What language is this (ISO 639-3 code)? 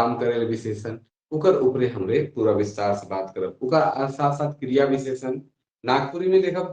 sck